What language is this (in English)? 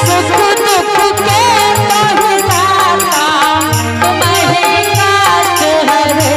Angika